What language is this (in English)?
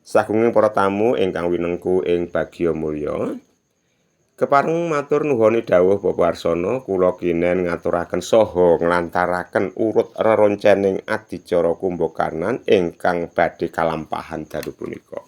Javanese